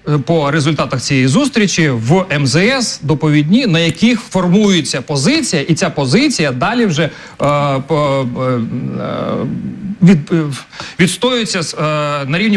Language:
Ukrainian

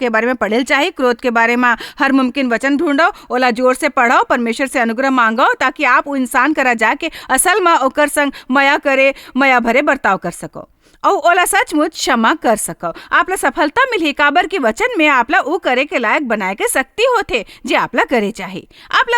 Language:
Chhattisgarhi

